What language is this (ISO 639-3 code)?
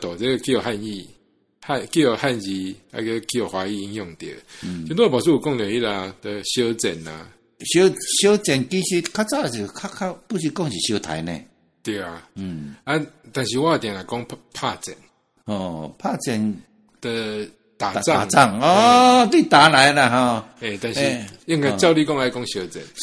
nan